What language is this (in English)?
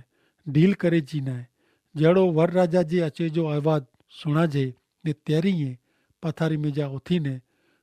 Kachhi